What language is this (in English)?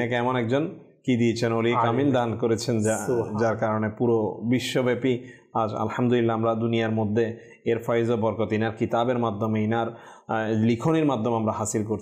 Bangla